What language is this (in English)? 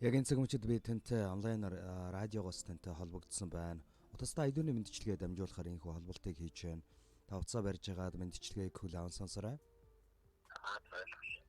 Mongolian